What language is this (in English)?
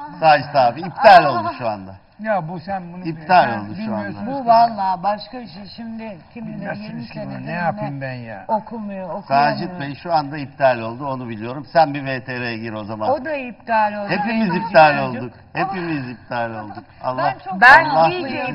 Turkish